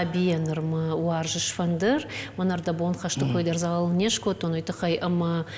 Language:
Ossetic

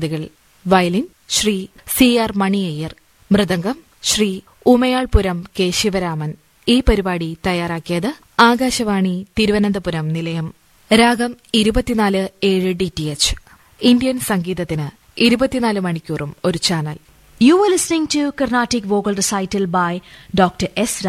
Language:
Malayalam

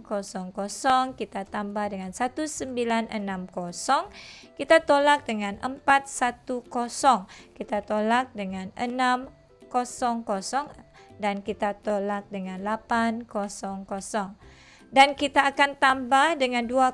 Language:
Malay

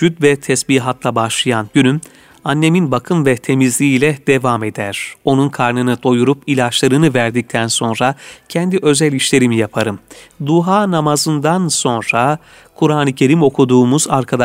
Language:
Turkish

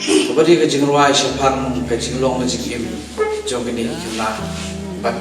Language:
Khasi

